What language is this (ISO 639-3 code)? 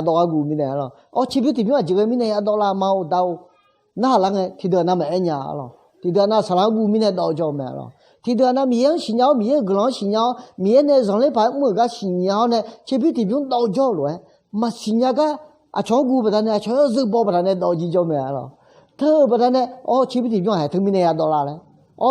ahk